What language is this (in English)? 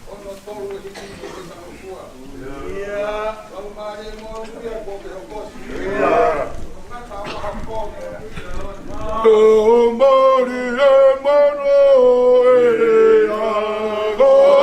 Tongan